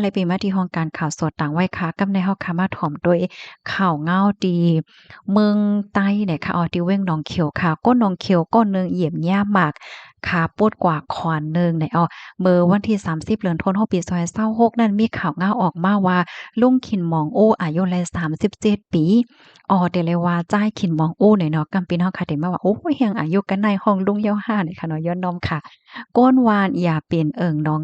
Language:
Shan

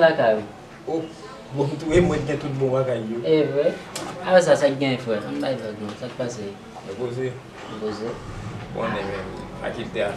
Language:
Haitian Creole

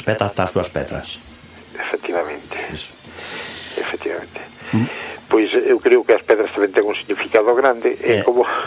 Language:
Galician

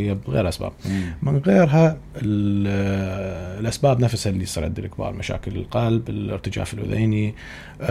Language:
Mesopotamian Arabic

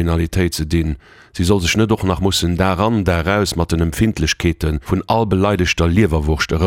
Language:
Luxembourgish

